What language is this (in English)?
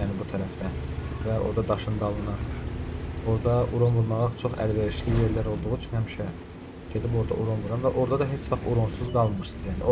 Azerbaijani